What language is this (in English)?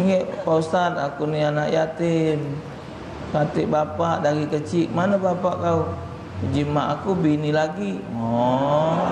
Musi